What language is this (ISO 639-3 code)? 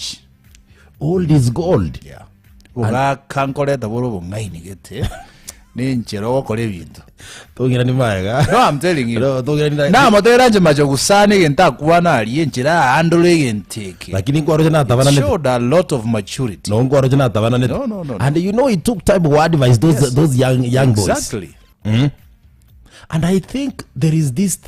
guz